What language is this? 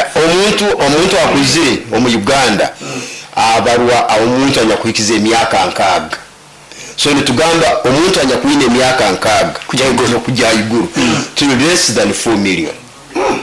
Nyoro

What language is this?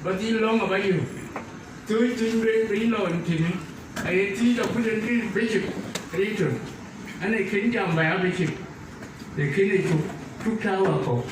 Dinka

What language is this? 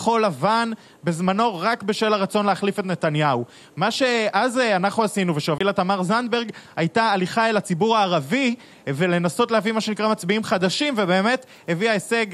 Hebrew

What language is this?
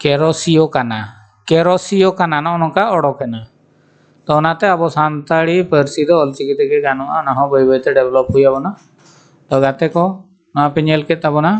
Santali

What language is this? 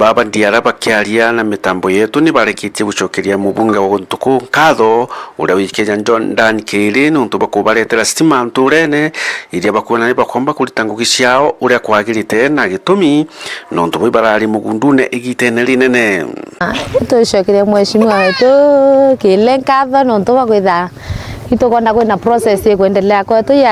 Meru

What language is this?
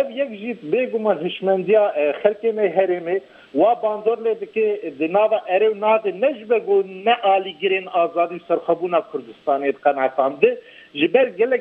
Kurdish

